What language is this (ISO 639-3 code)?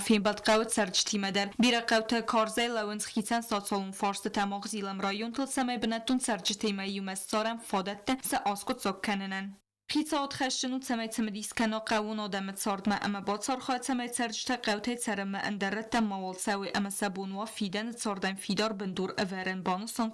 oss